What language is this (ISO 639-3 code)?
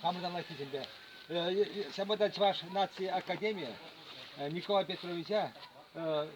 chv